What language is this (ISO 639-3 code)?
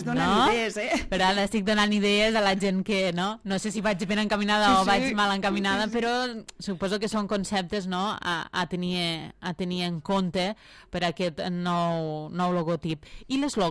cat